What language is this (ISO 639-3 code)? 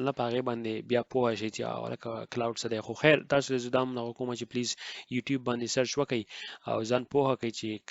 pus